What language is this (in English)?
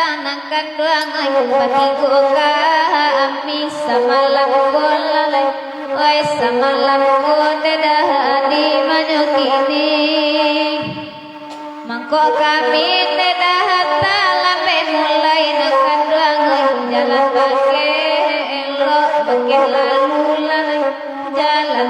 Minangkabau